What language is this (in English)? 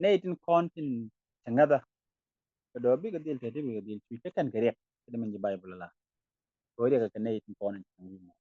Nuer